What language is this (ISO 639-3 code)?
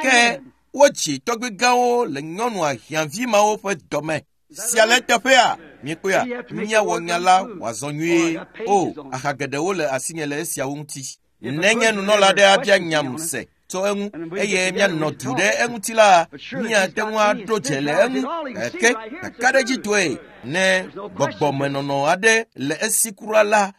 ewe